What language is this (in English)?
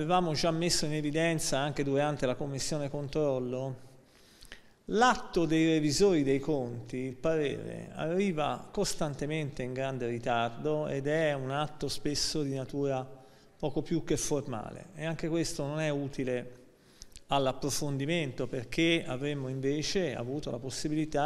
Italian